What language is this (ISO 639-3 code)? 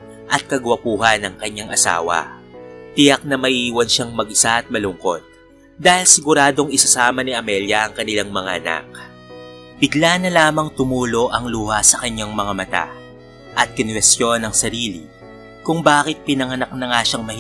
fil